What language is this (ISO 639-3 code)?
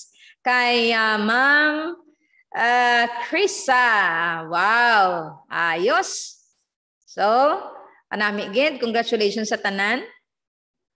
hil